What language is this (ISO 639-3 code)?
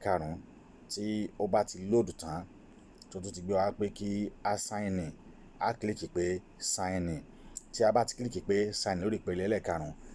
yor